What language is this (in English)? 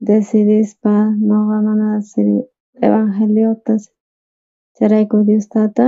South Bolivian Quechua